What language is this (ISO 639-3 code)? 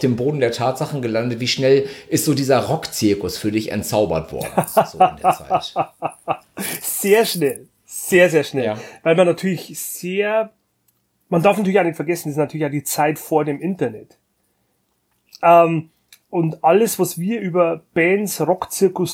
deu